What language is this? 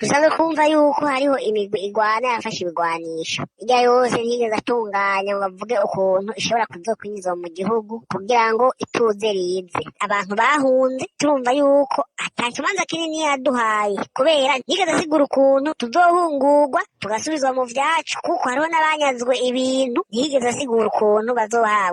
Rundi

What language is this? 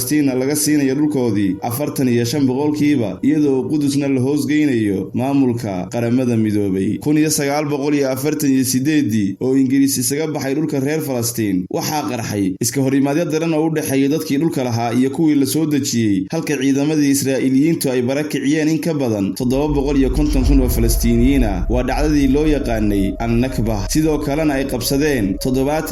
Somali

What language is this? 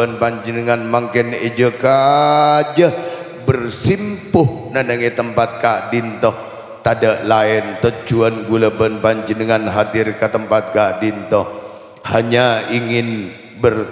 Madurese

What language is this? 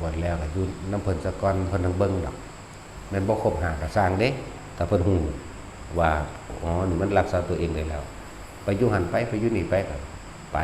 Northeastern Thai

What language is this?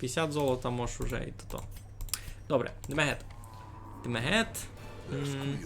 Rusyn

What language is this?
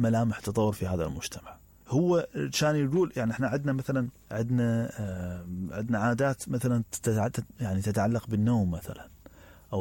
Mesopotamian Arabic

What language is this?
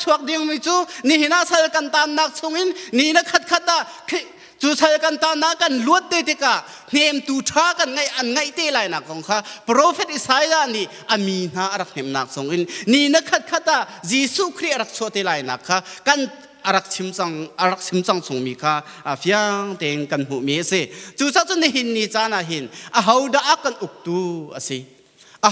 Hakha Chin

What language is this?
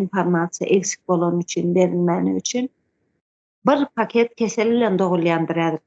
Turkmen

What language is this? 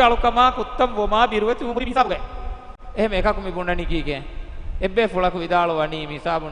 Divehi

